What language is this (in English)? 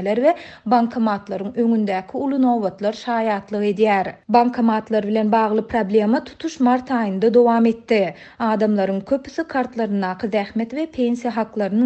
Turkmen